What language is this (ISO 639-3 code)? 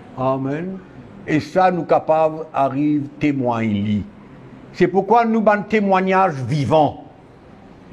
mfe